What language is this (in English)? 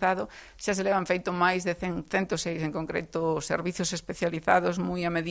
Galician